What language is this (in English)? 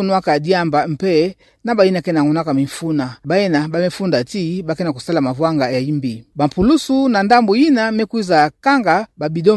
Kituba (Democratic Republic of Congo)